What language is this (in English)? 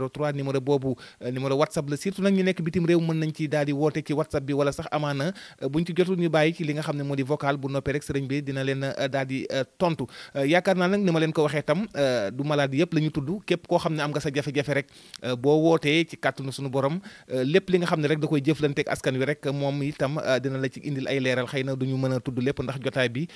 Wolof